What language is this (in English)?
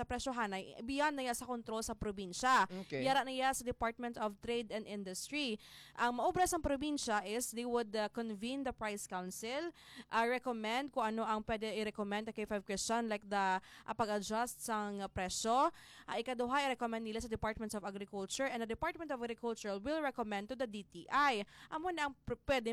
Hiligaynon